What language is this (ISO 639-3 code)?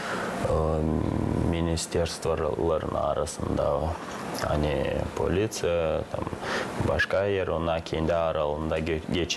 gag